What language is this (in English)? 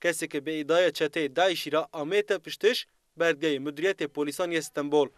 Zaza